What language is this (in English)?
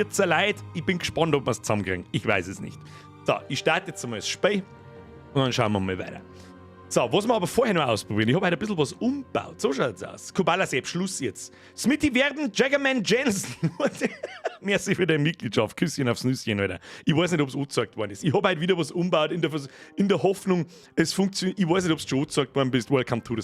Bavarian